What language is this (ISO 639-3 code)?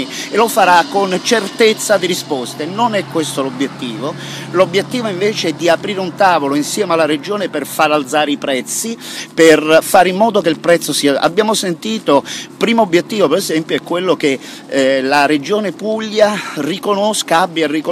ita